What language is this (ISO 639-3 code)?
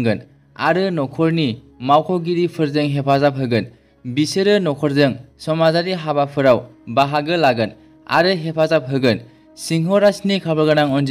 brx